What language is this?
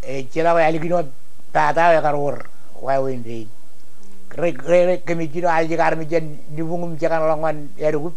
Marshallese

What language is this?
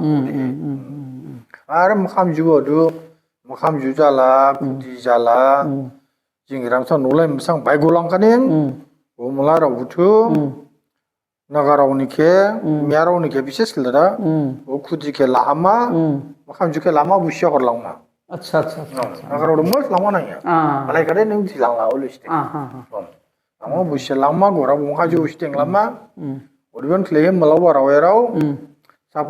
Dimasa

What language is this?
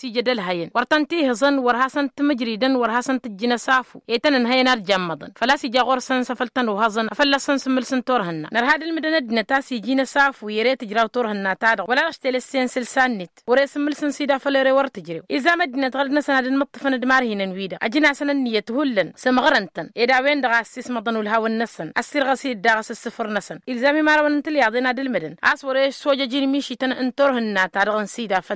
Tamasheq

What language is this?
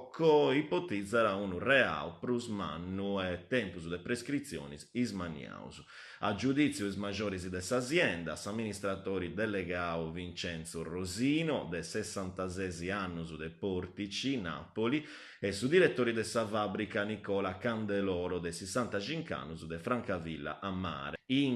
Sardinian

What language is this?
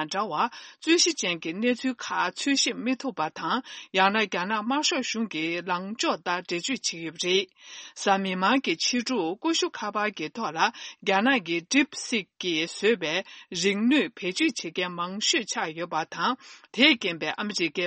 Tibetan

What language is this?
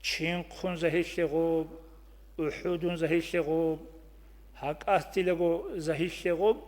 Avaric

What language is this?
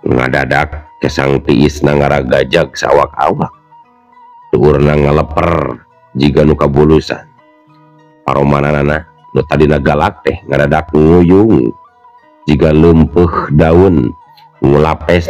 Sundanese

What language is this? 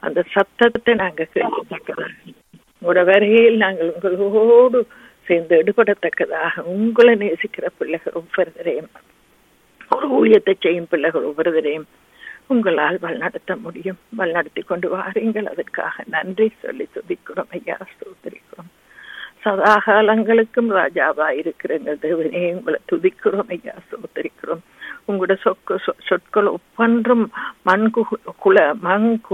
Tamil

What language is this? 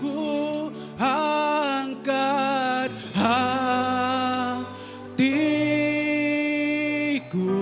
Iban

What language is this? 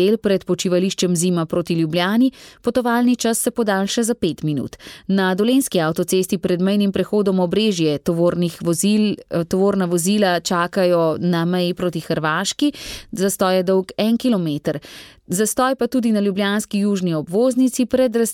Slovenian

